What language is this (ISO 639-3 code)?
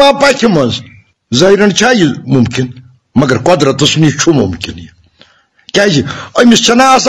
kas